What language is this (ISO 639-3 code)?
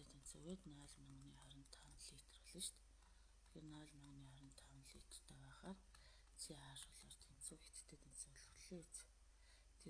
mon